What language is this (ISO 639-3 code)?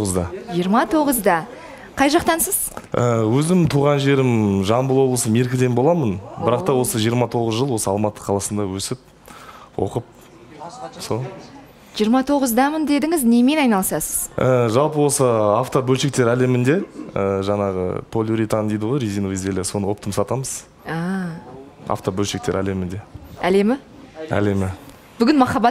kaz